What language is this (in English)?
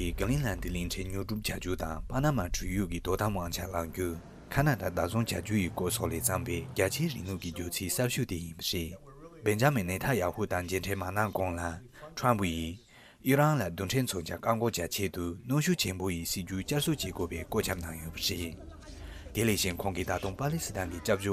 Tibetan